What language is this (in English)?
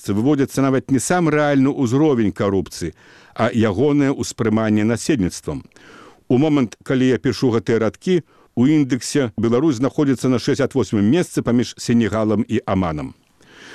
Belarusian